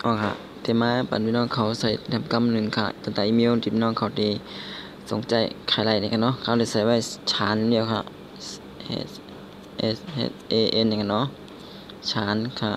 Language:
Shan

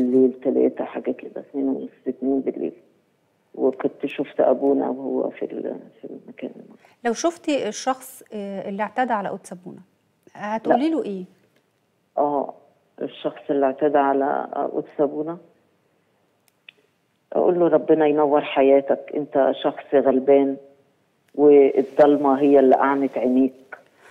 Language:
Egyptian Arabic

